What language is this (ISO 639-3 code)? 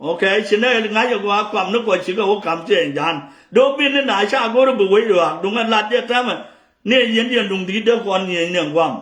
nus